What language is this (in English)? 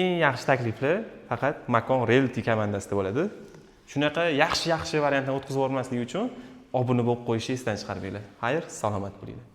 Uzbek